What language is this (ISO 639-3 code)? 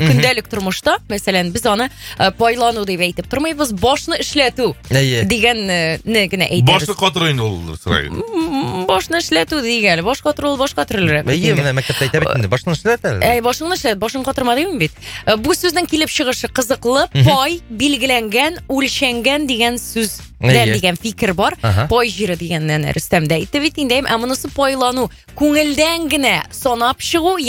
tat